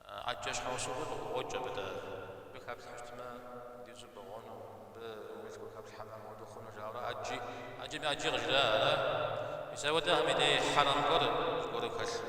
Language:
Kabardian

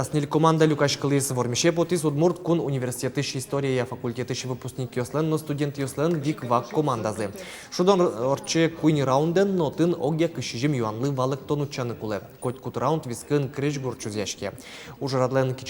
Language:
Udmurt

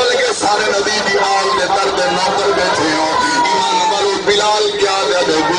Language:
Saraiki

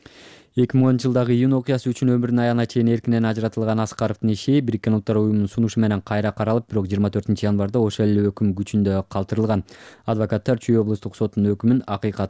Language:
Kyrgyz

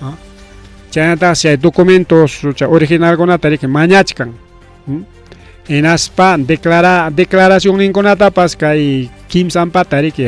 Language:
Ayacucho Quechua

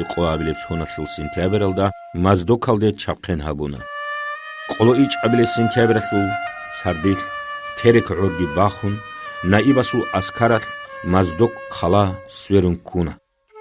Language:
Avaric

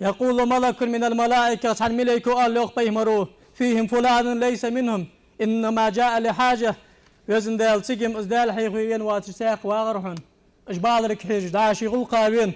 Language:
Ingush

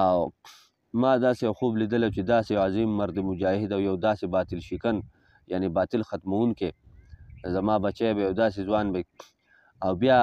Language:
Pashto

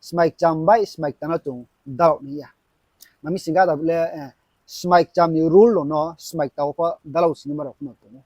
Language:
Riang (India)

